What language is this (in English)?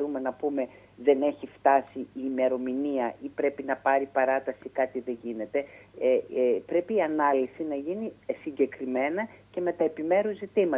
Greek